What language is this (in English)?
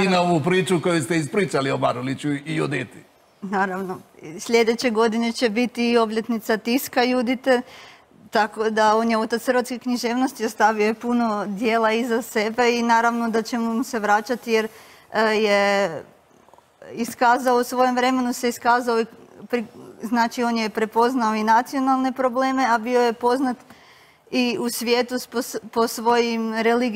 Croatian